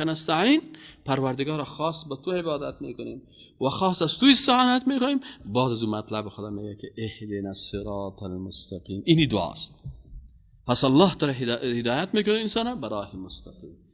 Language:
Persian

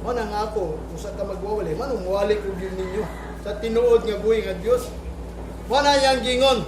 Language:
Cebuano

